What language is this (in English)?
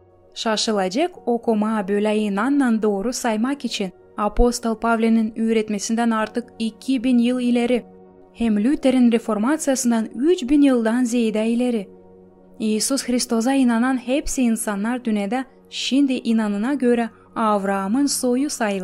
Gagauz